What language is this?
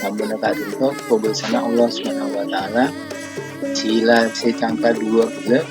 Madurese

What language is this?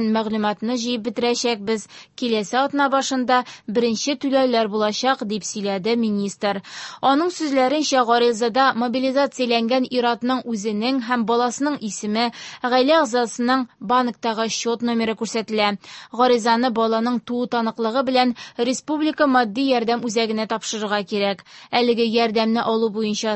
Tatar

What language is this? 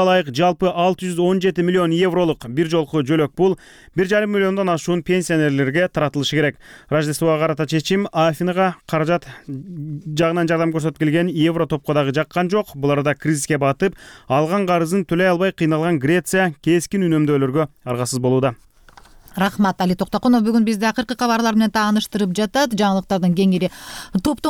Kyrgyz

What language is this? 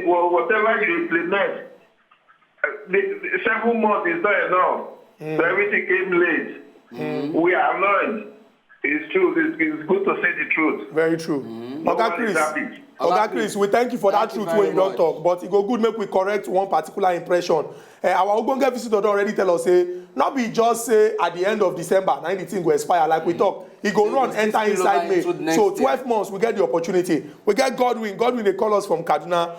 Nigerian Pidgin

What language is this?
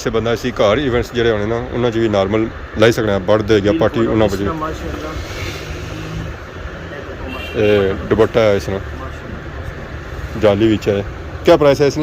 Pahari-Potwari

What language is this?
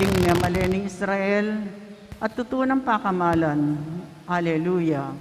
Pampanga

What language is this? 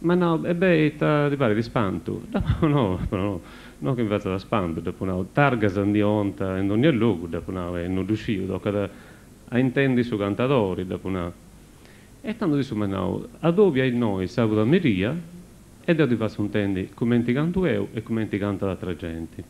Sardinian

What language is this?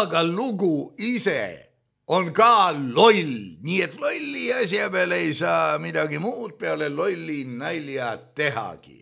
Estonian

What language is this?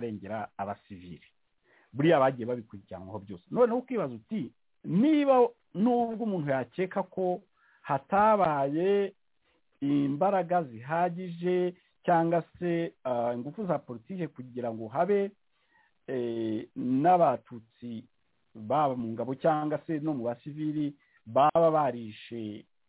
Kinyarwanda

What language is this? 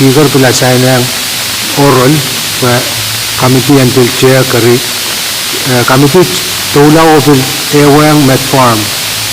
Pohnpeian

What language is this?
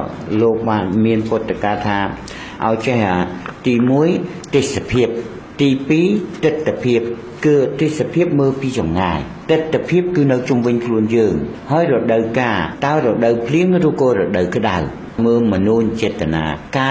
Khmer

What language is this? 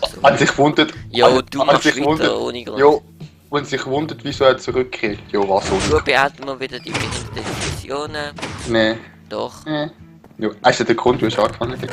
Swiss German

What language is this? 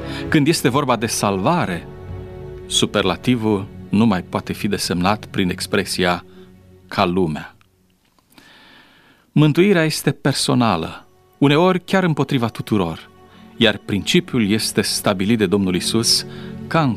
Romanian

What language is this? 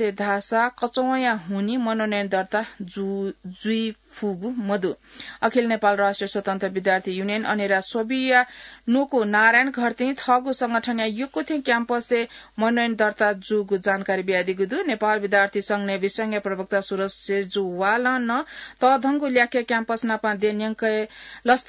Newari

